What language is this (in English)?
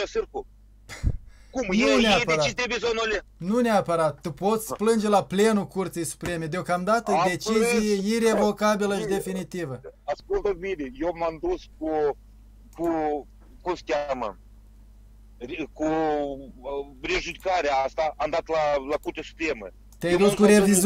Romanian